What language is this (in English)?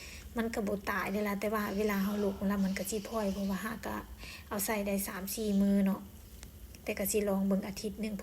Lao